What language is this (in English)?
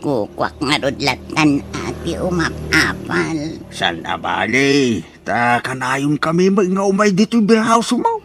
Iloko